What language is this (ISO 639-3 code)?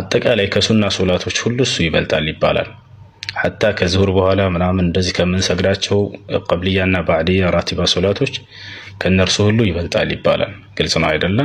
amh